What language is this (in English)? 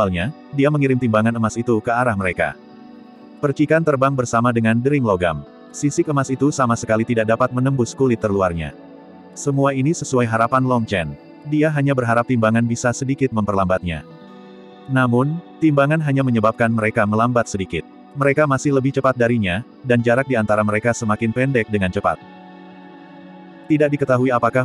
Indonesian